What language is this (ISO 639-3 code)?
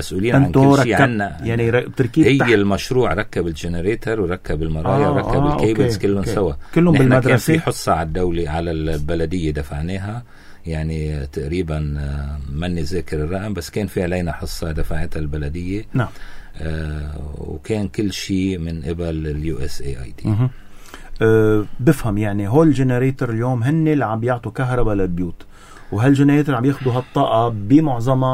apc